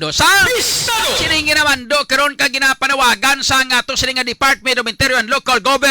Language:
Hiligaynon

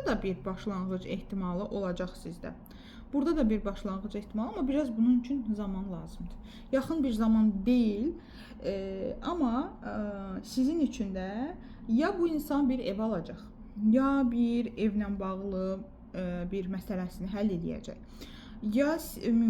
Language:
Azerbaijani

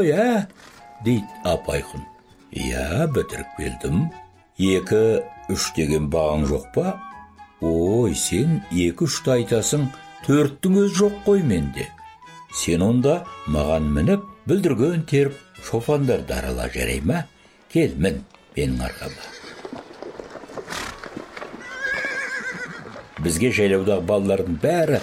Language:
Kazakh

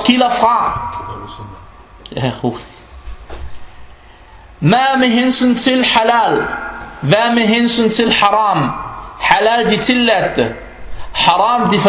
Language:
Danish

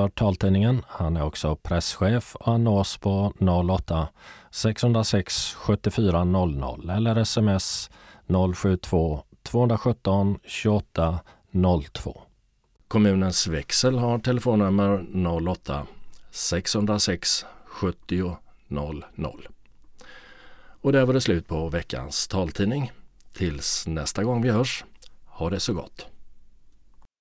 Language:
Swedish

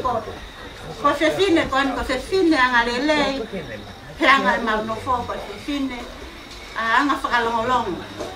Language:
Tongan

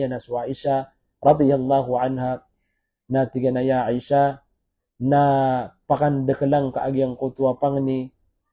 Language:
Maranao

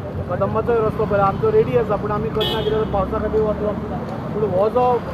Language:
Konkani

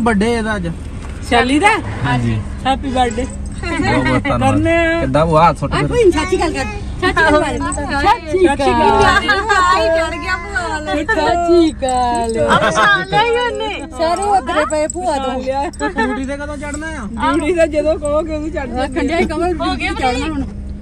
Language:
Punjabi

